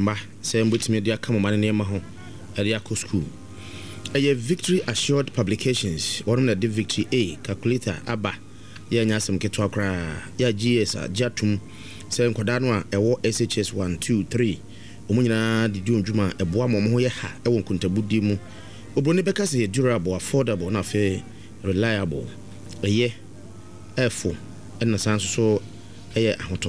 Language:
Akan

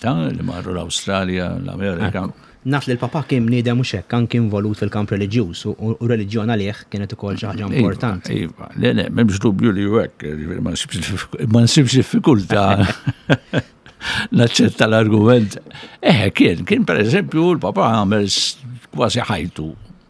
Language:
Maltese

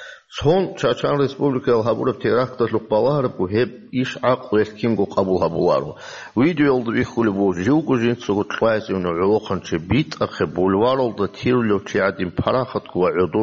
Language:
Avaric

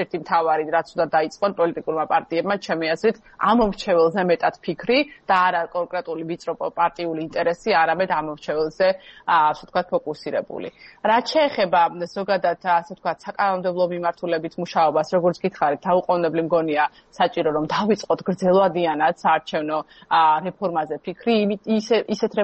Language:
Georgian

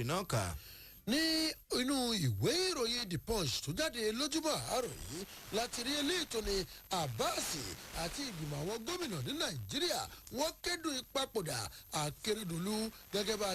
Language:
Yoruba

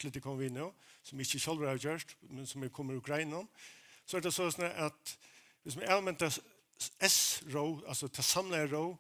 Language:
Faroese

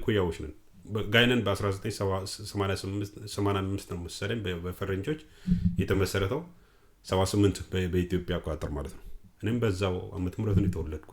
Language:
Amharic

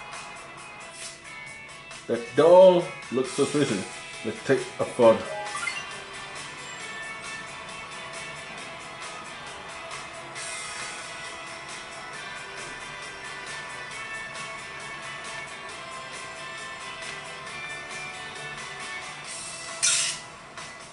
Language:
English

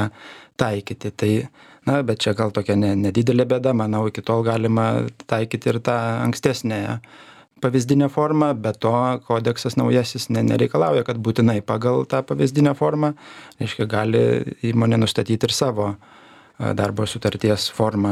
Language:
Lithuanian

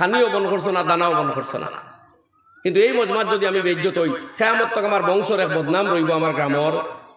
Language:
Sylheti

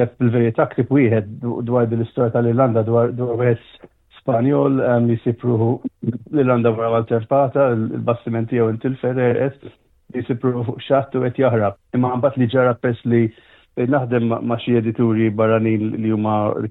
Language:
Maltese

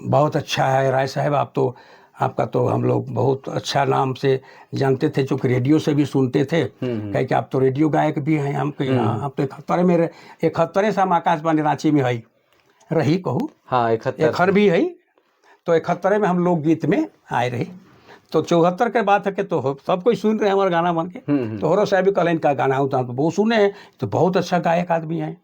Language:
Sadri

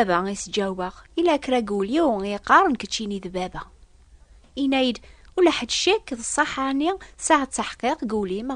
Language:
Kabyle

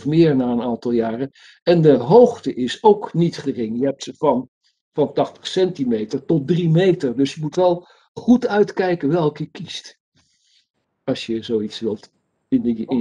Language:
Dutch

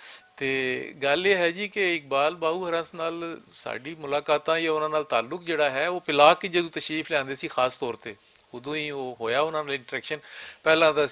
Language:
Western Panjabi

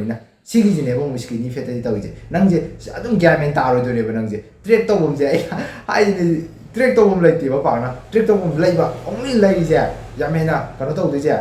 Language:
Manipuri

